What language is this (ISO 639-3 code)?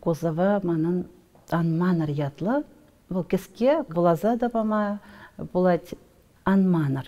chv